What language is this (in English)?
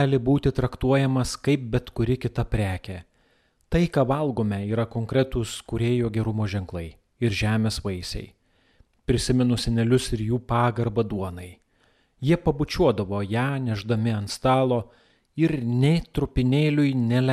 Lithuanian